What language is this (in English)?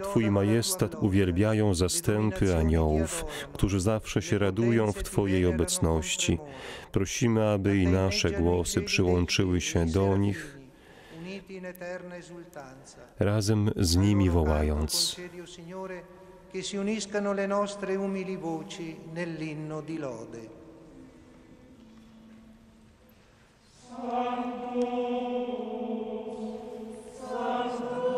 Polish